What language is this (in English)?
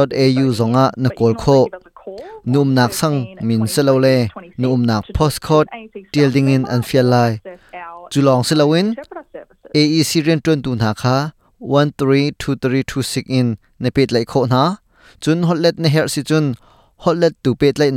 Hakha Chin